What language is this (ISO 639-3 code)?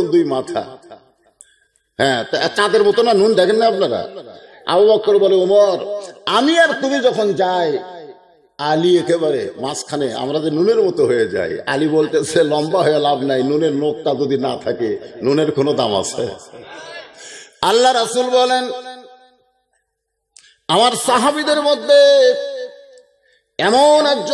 ben